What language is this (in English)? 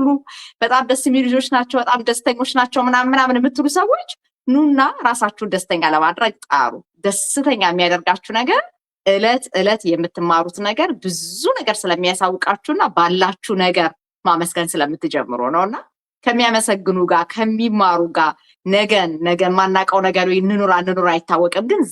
Amharic